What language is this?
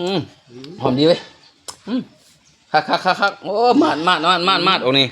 Lao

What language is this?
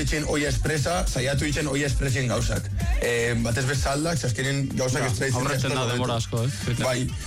Basque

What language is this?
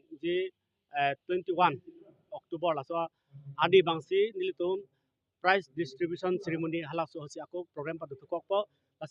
Karbi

